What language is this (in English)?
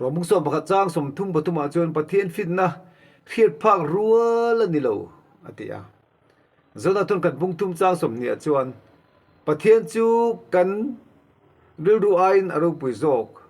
Mizo